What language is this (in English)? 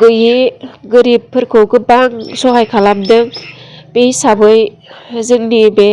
Bodo